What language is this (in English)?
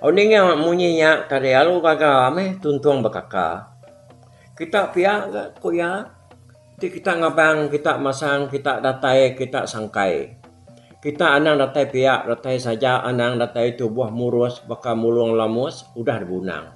Iban